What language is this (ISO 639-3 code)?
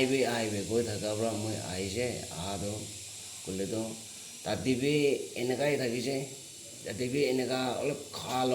nag